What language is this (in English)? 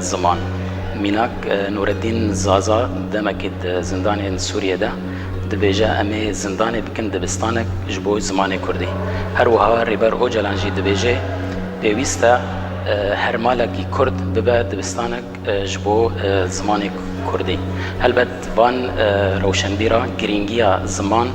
Kurdish